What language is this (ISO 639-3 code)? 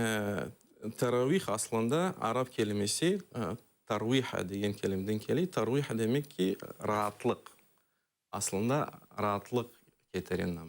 crh